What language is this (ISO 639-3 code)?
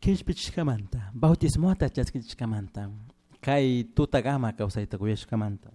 qug